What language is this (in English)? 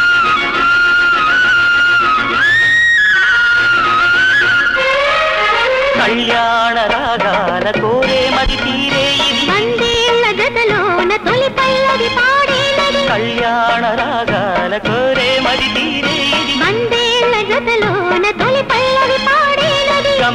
Telugu